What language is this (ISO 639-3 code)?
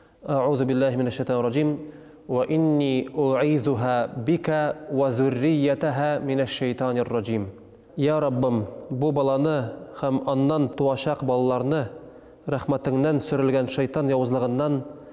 tat